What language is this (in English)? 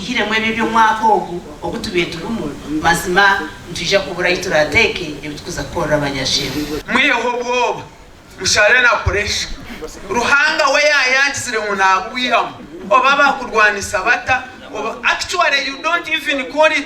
Nyankole